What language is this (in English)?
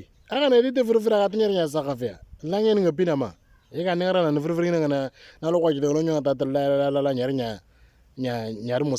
Moro